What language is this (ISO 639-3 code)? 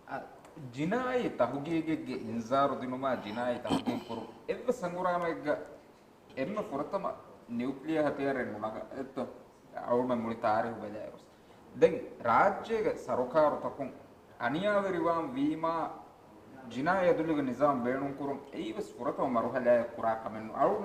div